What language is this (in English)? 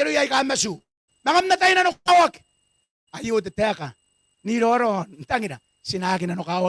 Gilbertese